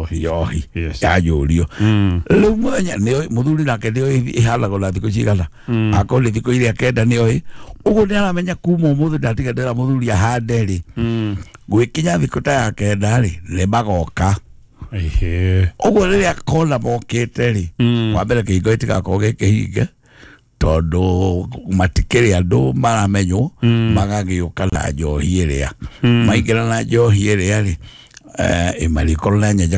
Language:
Kikuyu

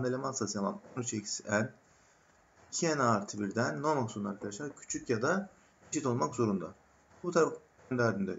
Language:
Turkish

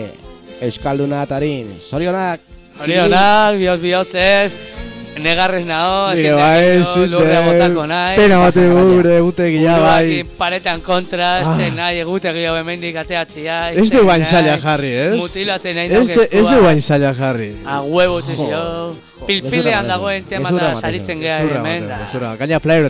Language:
Basque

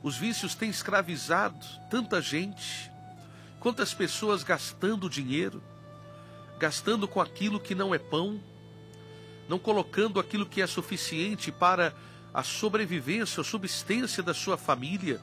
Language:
Portuguese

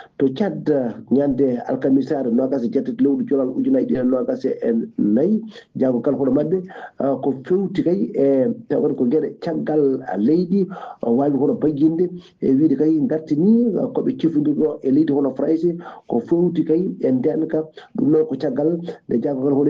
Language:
Fula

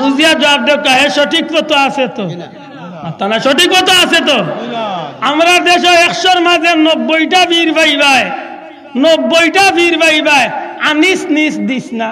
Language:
Sylheti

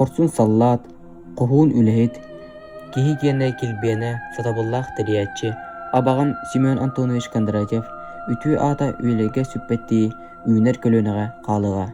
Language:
Yakut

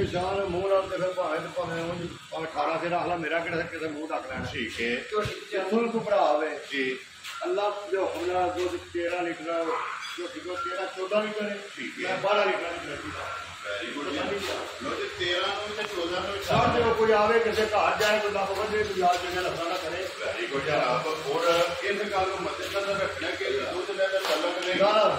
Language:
Punjabi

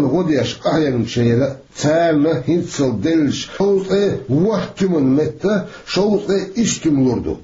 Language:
Chechen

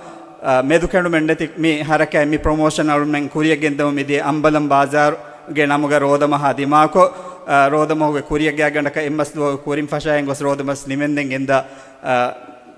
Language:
Divehi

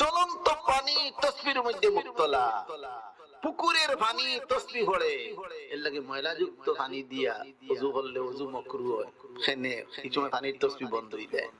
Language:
Sylheti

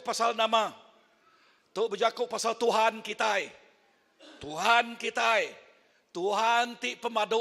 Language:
Iban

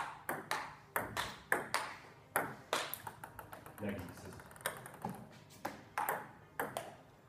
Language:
Estonian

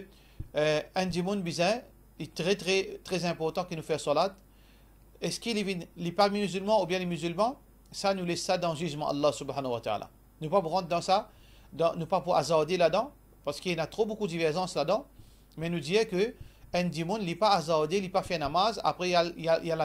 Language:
Morisyen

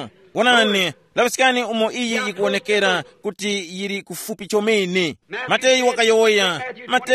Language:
Tumbuka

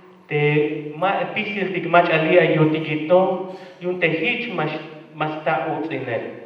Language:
Tzeltal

